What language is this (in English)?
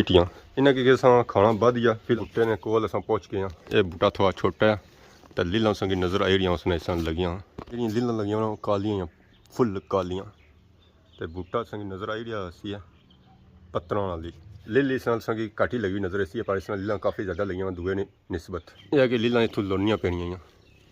Pahari-Potwari